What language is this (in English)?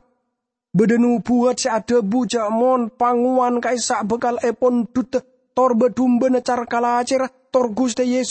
Madurese